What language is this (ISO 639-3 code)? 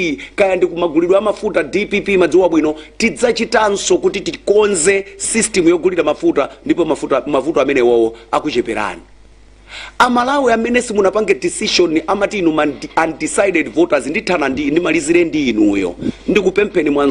nya